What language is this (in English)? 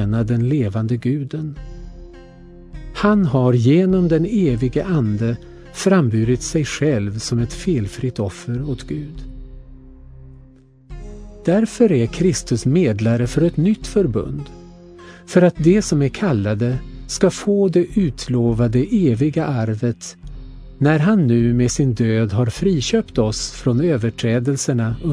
Swedish